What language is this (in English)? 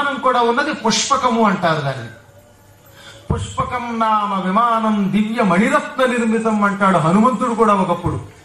Telugu